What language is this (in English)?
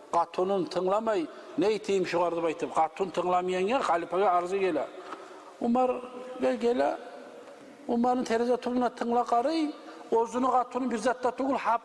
Kumyk